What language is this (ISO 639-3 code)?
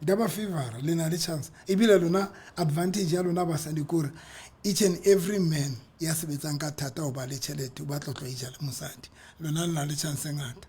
sot